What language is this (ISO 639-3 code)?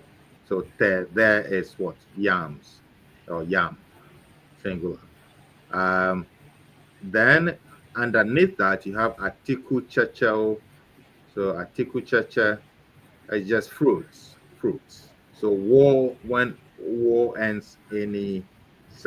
ewe